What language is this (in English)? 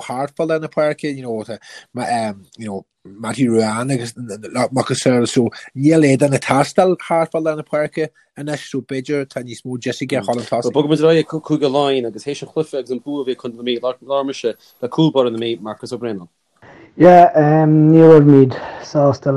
Irish